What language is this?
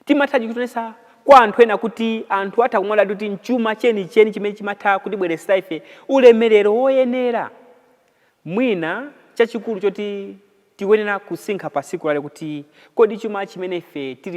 Nyanja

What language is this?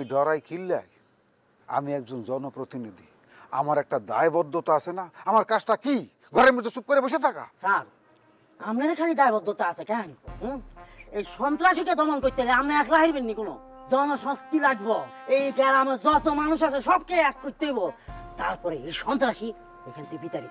Bangla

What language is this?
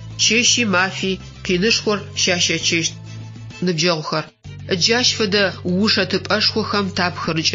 Adyghe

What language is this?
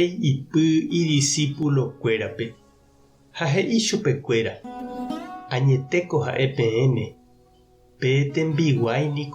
Guarani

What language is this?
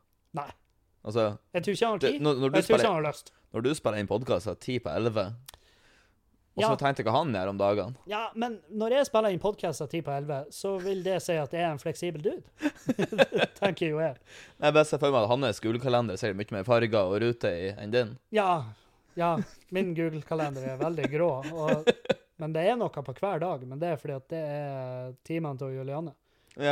Norwegian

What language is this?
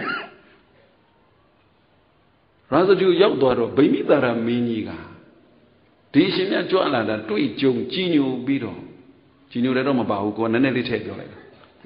Burmese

